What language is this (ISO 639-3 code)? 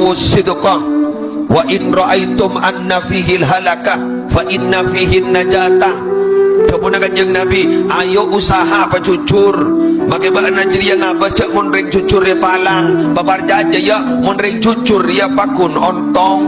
mad